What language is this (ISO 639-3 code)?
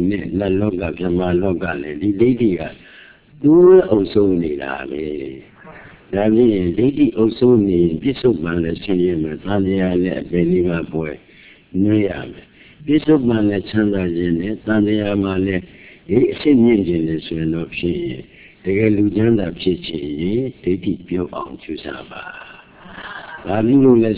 mya